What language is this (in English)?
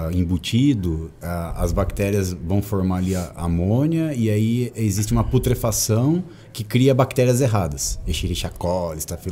Portuguese